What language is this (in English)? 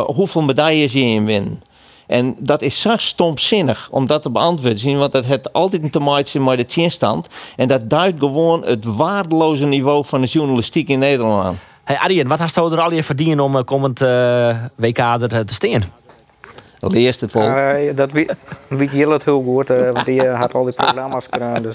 Western Frisian